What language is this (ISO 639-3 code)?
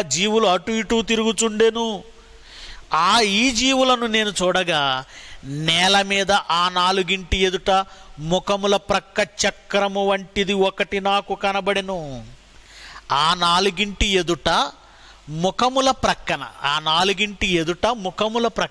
tel